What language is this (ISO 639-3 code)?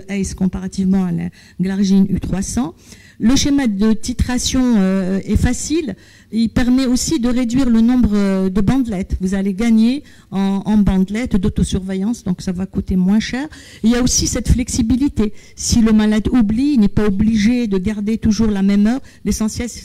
fra